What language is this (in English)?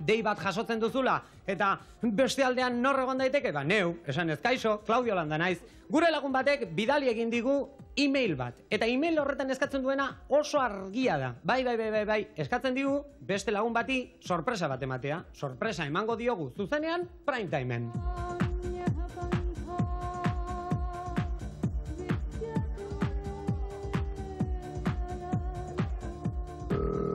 Basque